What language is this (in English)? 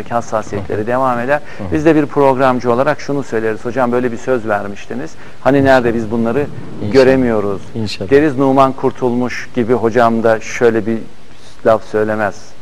Turkish